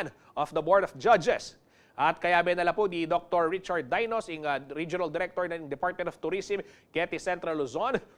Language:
Pampanga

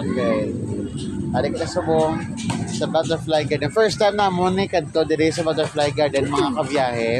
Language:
Hiligaynon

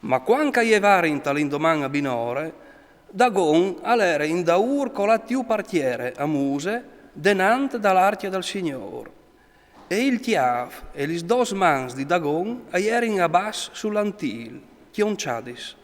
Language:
Friulian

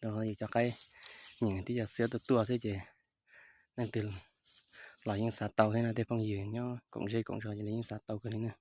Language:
Hmong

